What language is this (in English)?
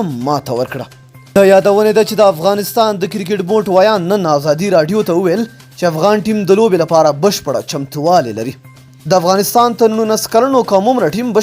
Pashto